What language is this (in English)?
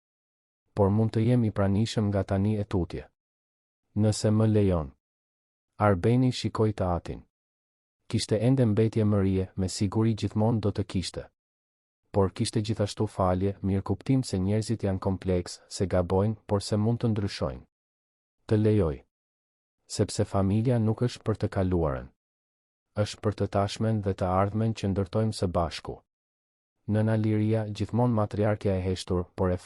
Albanian